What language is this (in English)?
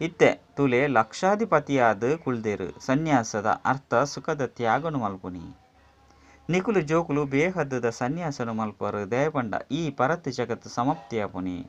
Tulu